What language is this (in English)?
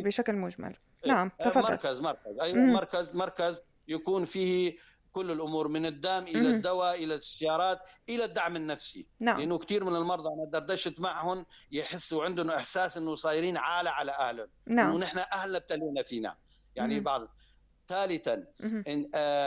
North Levantine Arabic